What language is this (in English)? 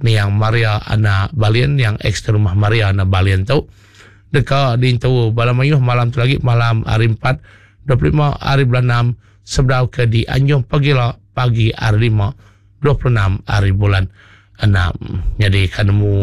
Iban